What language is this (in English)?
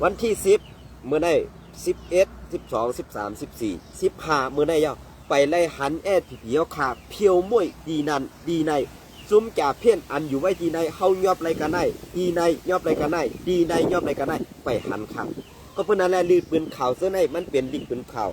Shan